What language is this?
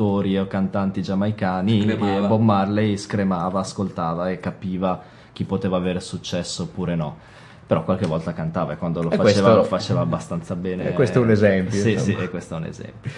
Italian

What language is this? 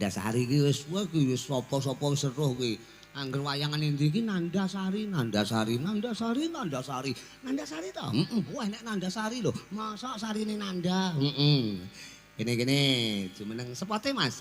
Javanese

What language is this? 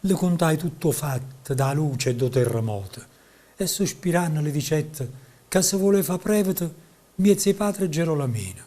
Neapolitan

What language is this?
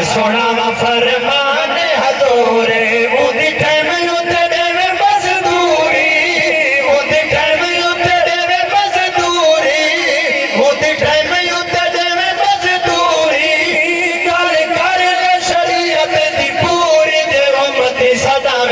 Saraiki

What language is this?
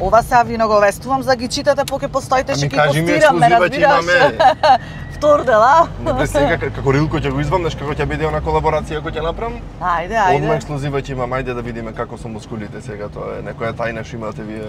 Macedonian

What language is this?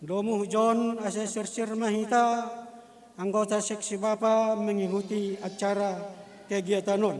Batak Simalungun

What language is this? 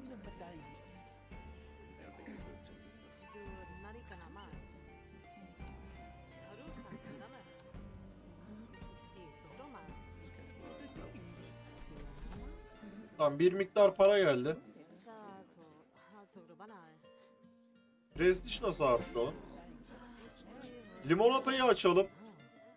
Turkish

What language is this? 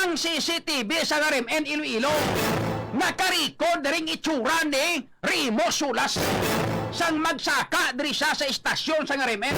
Hiligaynon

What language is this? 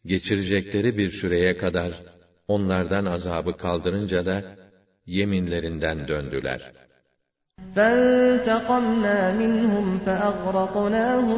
Turkish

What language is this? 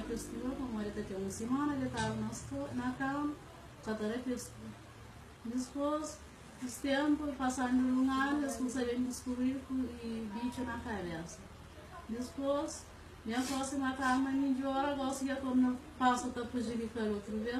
Kabuverdianu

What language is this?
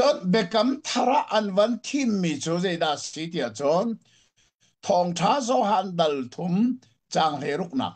Hakha Chin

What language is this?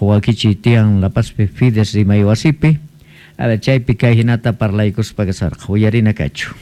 South Bolivian Quechua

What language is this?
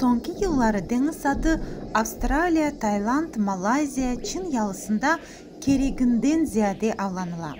Crimean Tatar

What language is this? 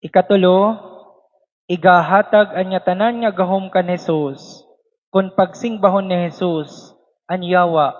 Waray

